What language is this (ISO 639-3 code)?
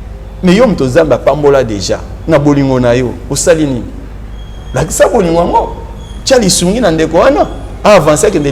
lin